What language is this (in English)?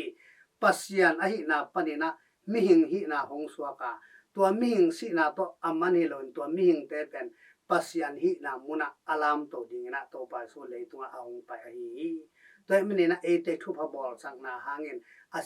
Tedim Chin